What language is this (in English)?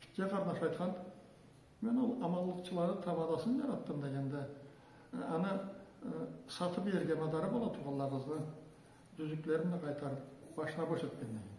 Karachay-Balkar